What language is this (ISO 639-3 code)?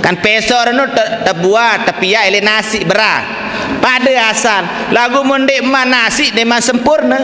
sas